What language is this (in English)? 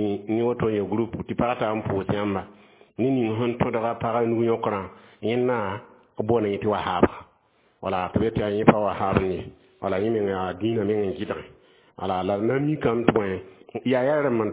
Mossi